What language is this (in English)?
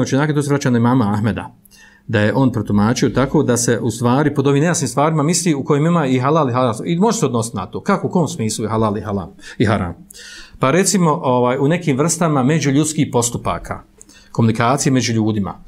Bosnian